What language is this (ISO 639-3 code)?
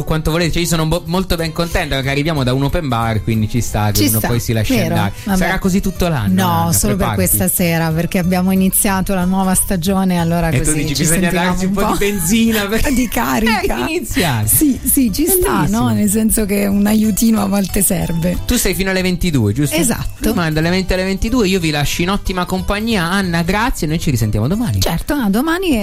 ita